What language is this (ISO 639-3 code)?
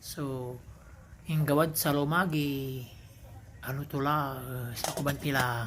pag